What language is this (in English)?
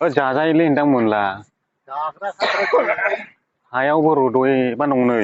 Bodo